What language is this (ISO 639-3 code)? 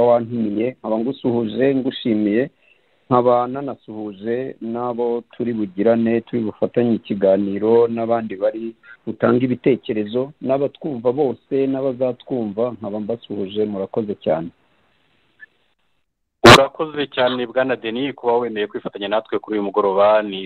kin